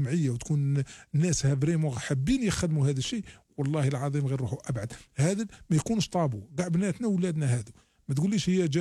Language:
Algerian Arabic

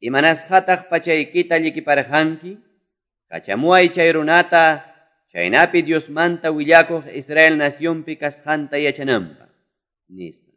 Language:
Quechua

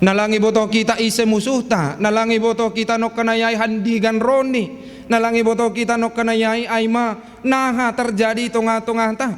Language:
Batak Simalungun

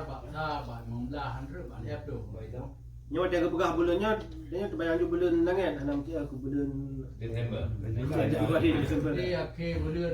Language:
Achinese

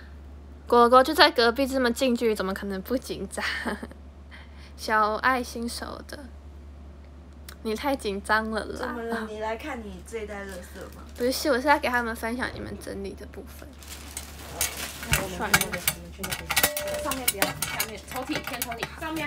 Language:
Chinese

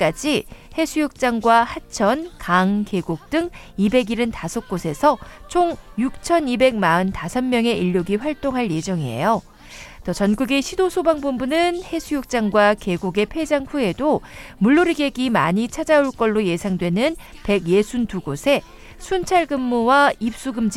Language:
Korean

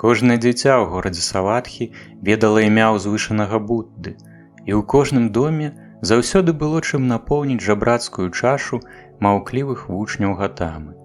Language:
Belarusian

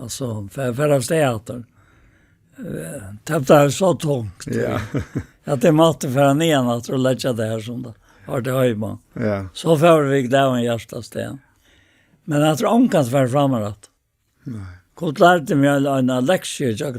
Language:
Faroese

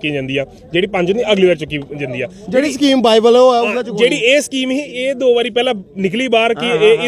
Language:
Dogri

